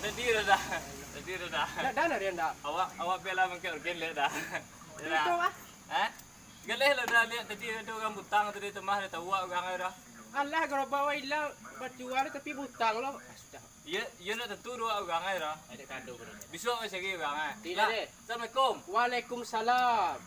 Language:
Minangkabau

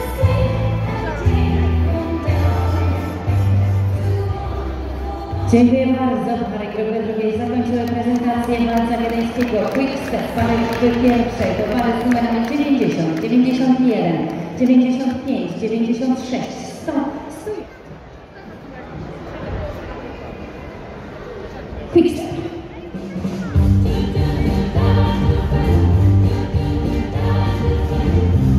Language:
Polish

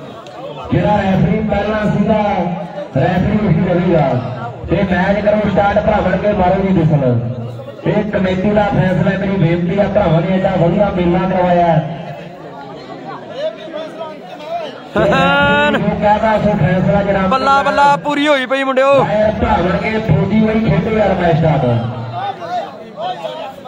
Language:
Punjabi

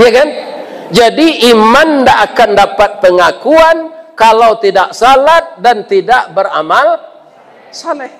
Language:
Minangkabau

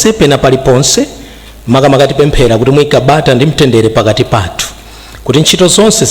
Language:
Nyanja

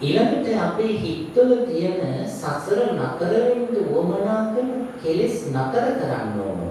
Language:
Sinhala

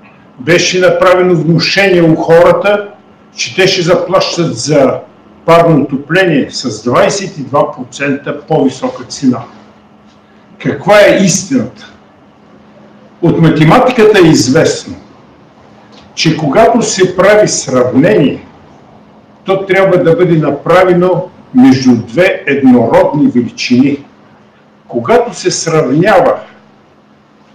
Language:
Bulgarian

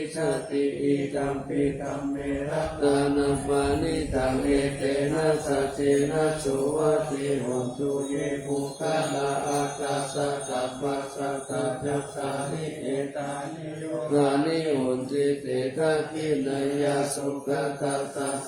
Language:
Pali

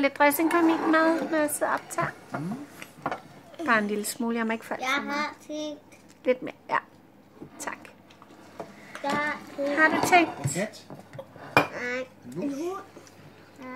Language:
Danish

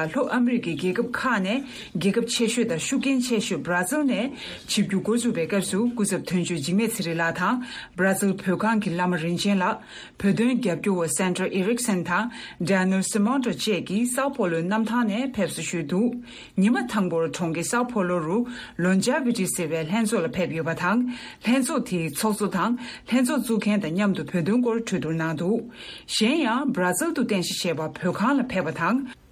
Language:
Tibetan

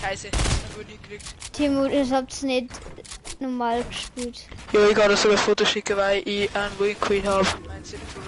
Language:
Bavarian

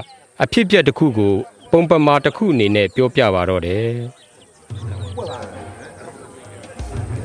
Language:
Burmese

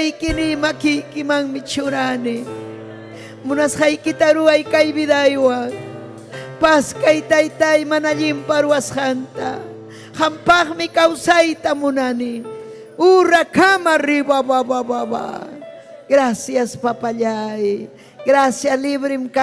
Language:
Ayacucho Quechua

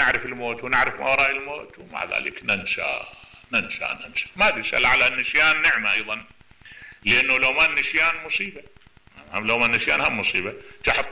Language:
Mesopotamian Arabic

